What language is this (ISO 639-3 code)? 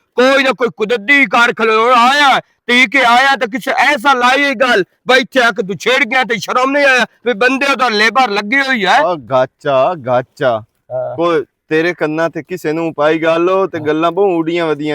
lah